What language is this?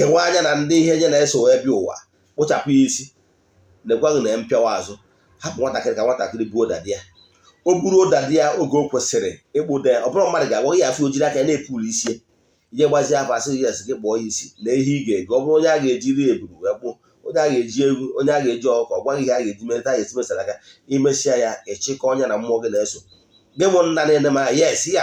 Igbo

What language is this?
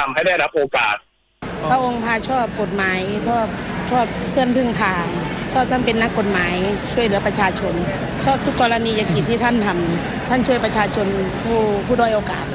Thai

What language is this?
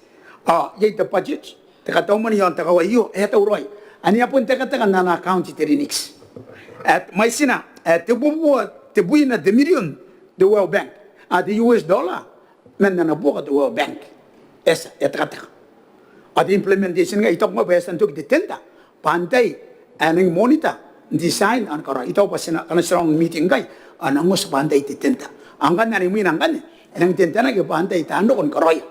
Gilbertese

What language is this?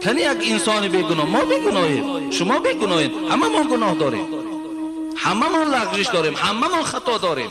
Tajik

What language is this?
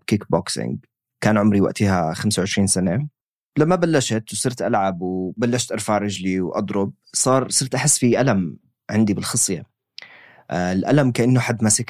North Levantine Arabic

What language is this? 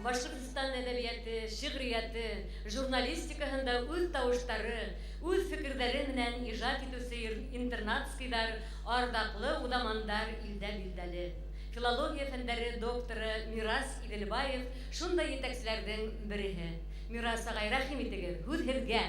Bashkir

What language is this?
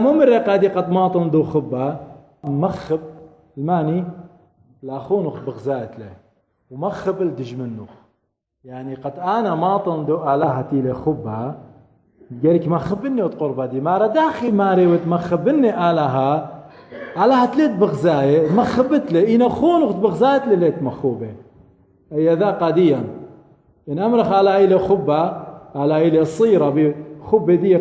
Assyrian Neo-Aramaic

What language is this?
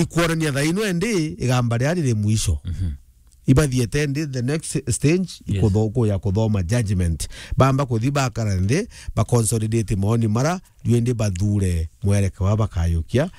Meru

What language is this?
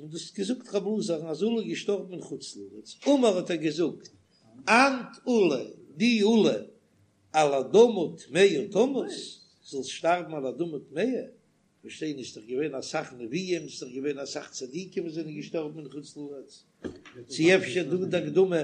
Yiddish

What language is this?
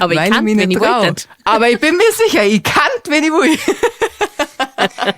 Bavarian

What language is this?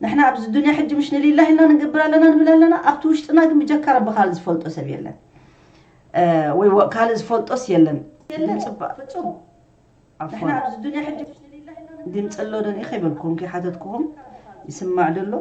Tigrinya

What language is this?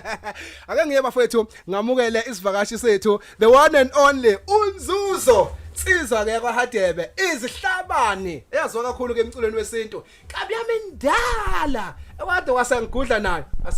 Zulu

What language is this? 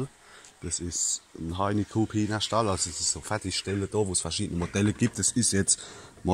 Palatine German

